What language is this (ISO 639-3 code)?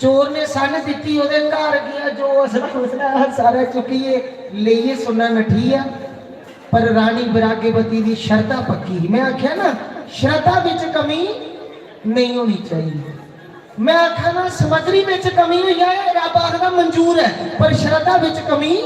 doi